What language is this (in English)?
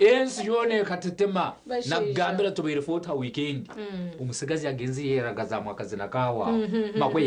Nyankole